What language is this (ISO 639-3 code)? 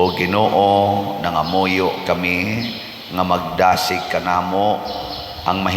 ceb